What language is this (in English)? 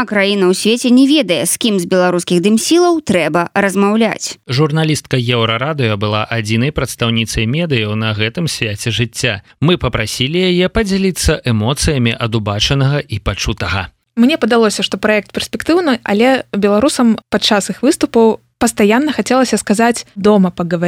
Belarusian